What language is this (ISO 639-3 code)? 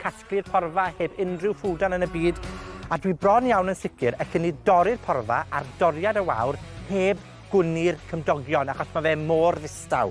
cym